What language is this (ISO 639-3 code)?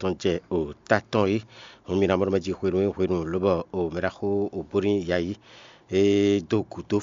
fon